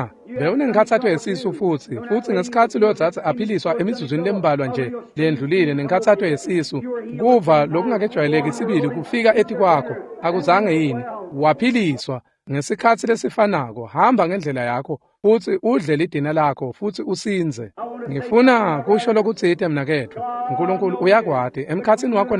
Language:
Swati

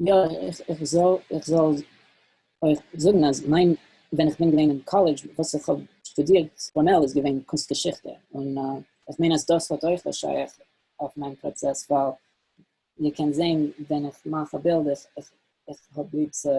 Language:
Yiddish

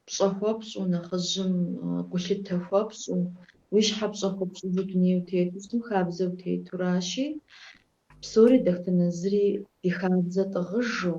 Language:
Kabardian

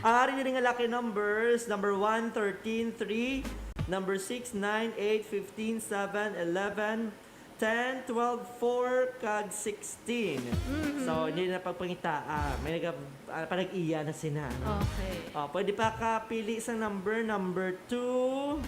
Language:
Hiligaynon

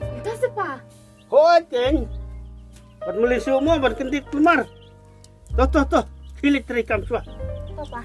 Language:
Khasi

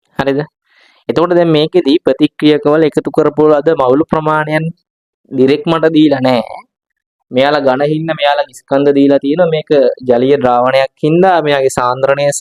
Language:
Sinhala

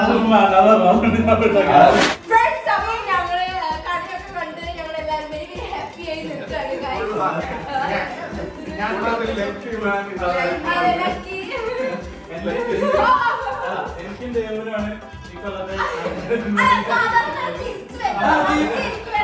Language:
Malayalam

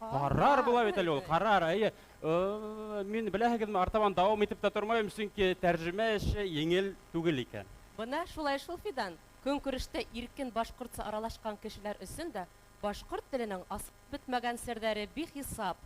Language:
Bashkir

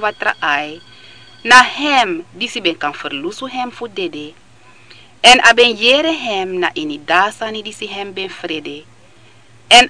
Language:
Sranan Tongo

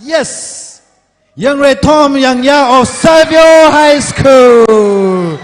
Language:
Tangkhul Naga (India)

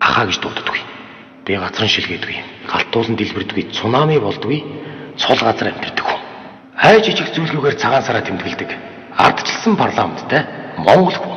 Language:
Mongolian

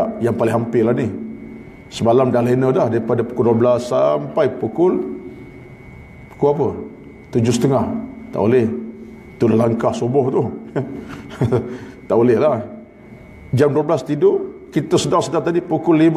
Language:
Malay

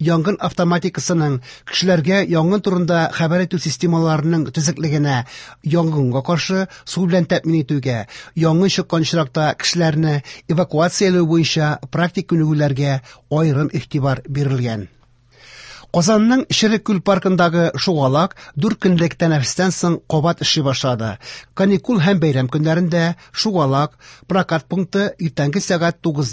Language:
Tatar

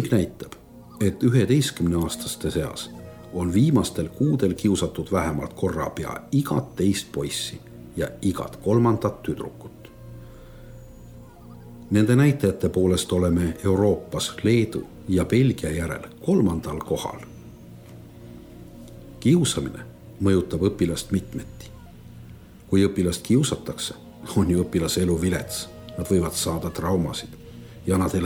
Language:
Estonian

